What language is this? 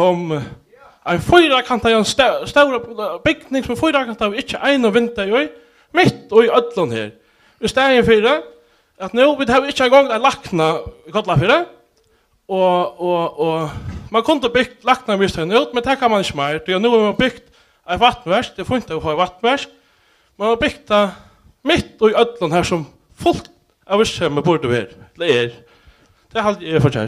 Faroese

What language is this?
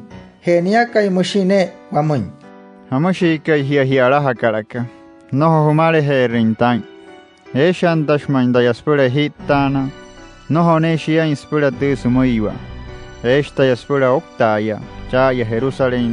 Wayuu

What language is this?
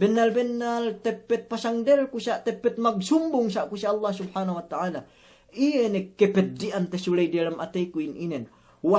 Yakan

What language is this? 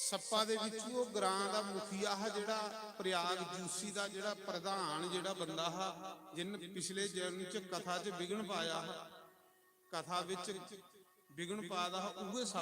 Dogri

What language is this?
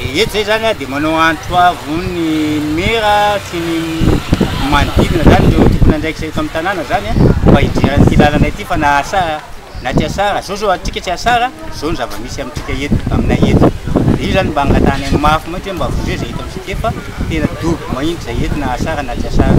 Malagasy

